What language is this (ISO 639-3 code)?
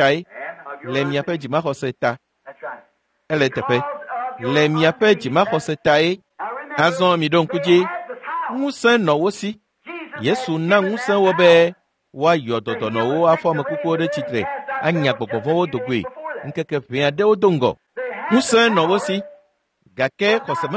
ewe